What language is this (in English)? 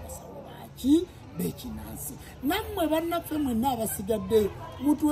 Ganda